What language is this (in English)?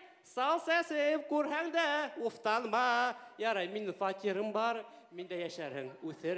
Bashkir